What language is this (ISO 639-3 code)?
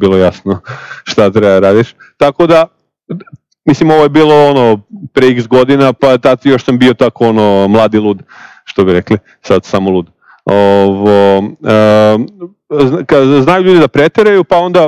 srp